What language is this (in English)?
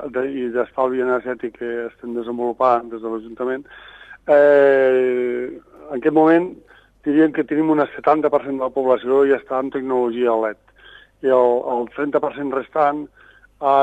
Catalan